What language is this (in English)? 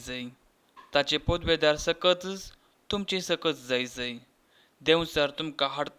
Konkani